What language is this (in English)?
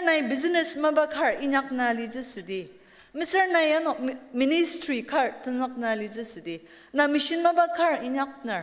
Ao Naga